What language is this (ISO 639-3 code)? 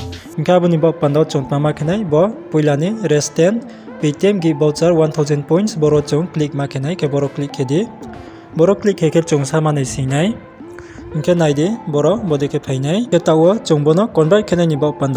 ria